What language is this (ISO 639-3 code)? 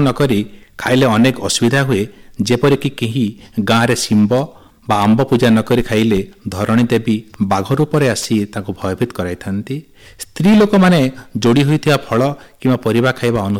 ori